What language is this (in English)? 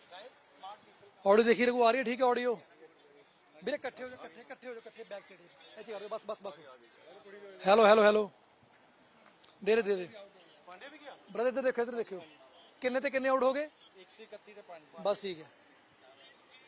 Punjabi